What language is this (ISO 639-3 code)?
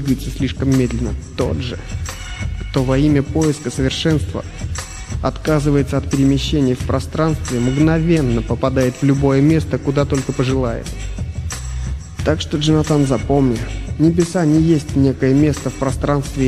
rus